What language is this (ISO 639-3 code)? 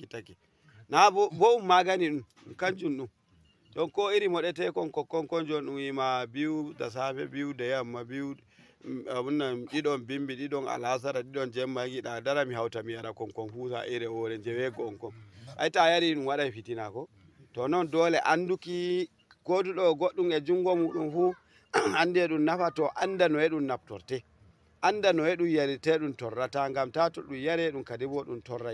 ful